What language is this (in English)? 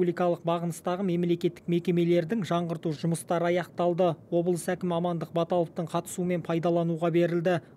Kazakh